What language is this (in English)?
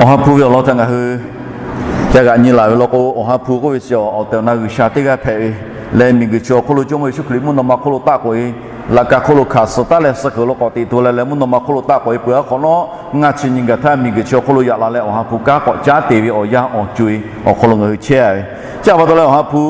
Lahu